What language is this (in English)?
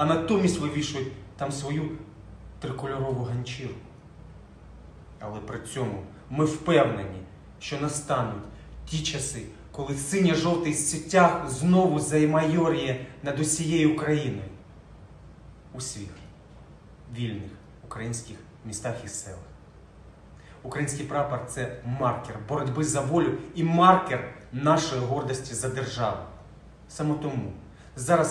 Ukrainian